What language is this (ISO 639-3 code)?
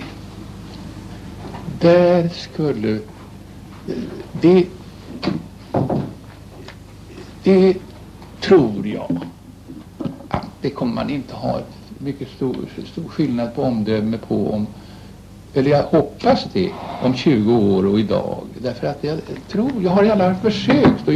swe